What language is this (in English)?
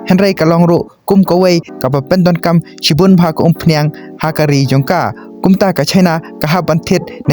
Khasi